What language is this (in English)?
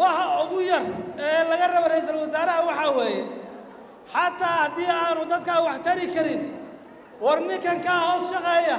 Somali